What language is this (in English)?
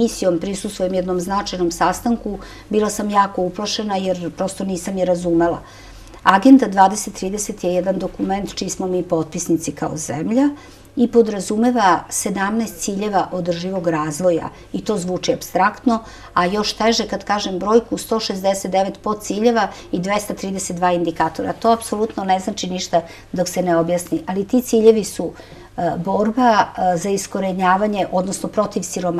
Serbian